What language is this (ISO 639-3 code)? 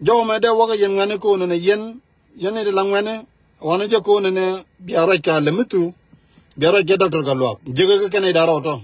nus